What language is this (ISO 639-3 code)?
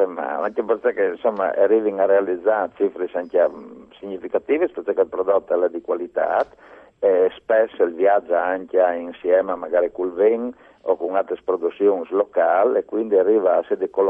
fur